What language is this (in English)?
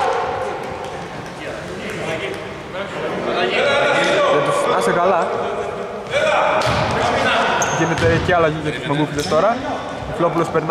Greek